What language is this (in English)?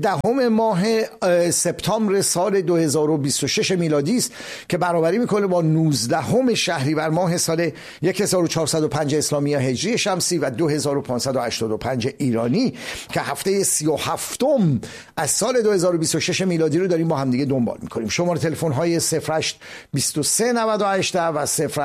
Persian